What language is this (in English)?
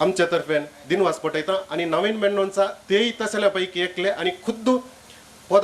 Konkani